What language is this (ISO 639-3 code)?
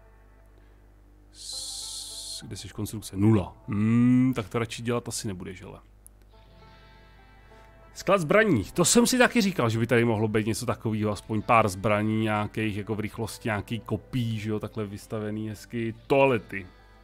ces